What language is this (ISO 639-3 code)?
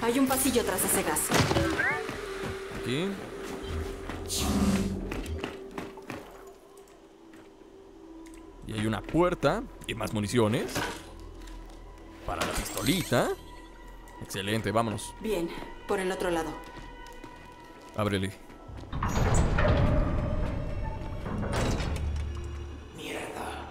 spa